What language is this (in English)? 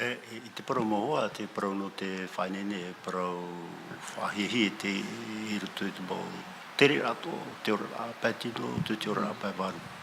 Tahitian